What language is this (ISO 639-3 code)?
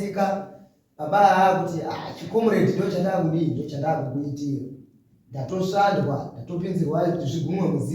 sna